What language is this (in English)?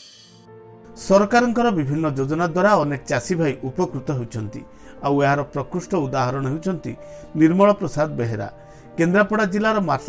Odia